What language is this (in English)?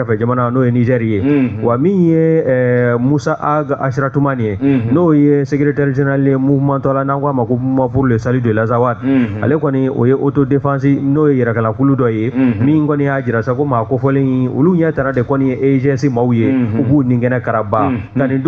Bambara